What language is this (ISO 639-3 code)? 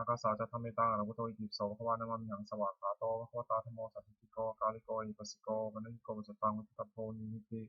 pli